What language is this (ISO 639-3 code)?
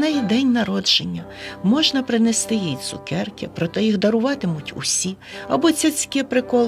ukr